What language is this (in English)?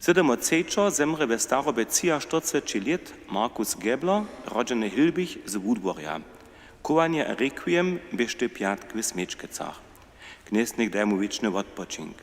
Upper Sorbian